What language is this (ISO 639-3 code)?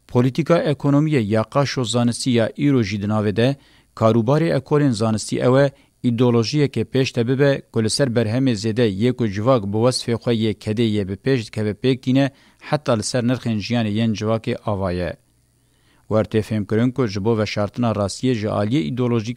kur